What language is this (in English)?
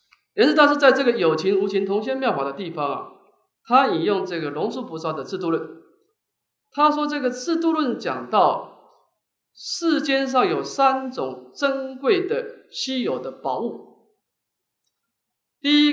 Chinese